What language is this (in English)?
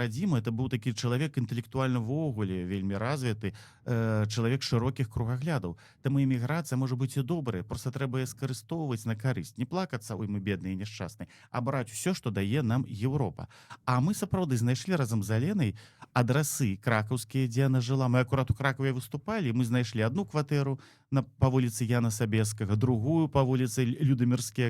Belarusian